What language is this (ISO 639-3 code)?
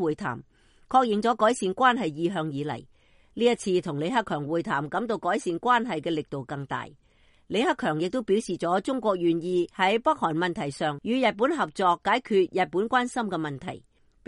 yue